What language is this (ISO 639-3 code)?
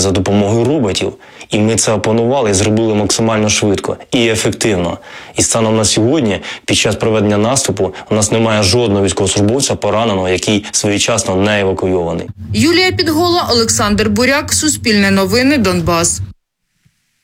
ukr